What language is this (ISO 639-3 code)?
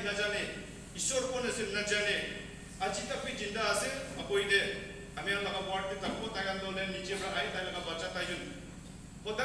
nag